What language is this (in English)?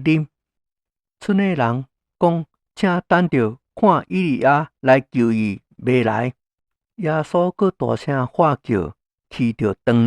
Min Nan Chinese